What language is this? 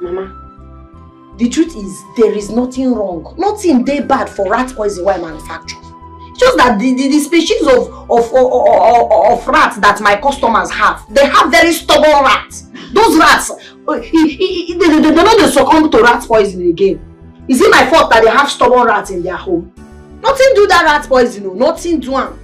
Nigerian Pidgin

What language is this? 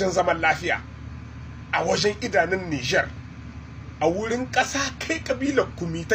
Hausa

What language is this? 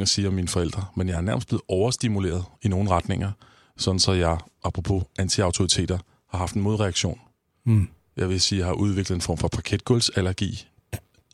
Danish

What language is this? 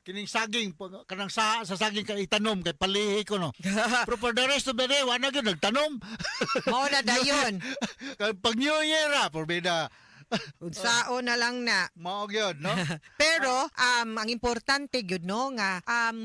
Cebuano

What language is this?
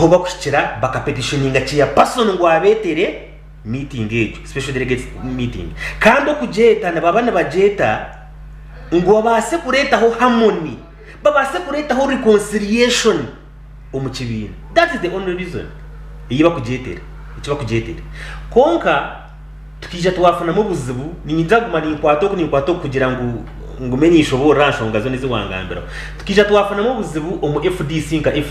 Nyankole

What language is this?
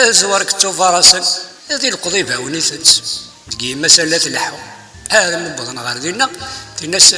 Kabyle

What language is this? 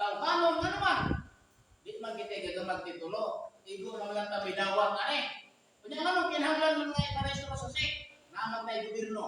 Cebuano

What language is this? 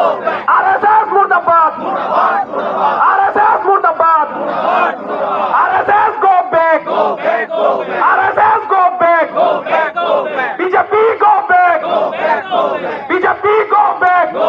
Karbi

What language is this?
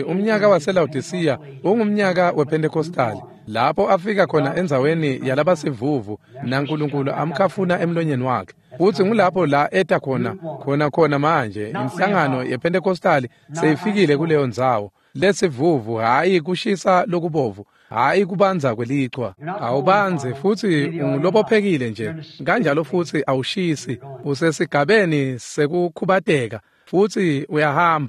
Swati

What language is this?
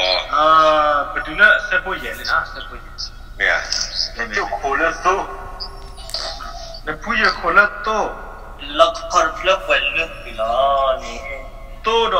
S'gaw Karen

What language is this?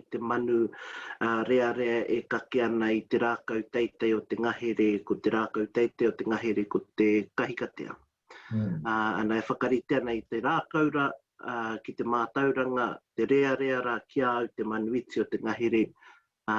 Māori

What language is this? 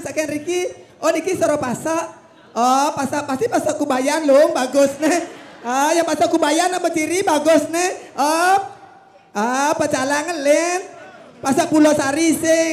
Balinese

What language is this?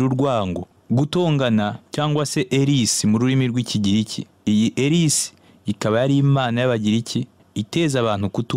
Kinyarwanda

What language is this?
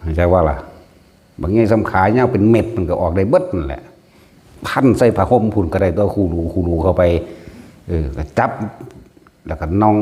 Northeastern Thai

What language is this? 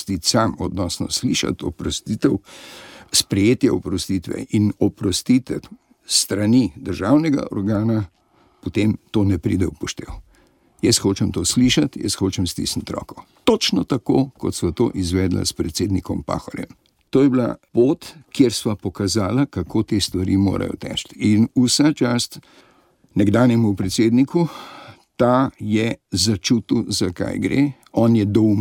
Slovenian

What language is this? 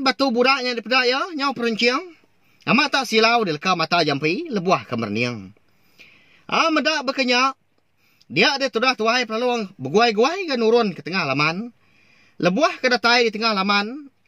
Iban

